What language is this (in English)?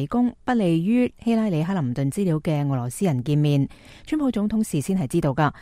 Cantonese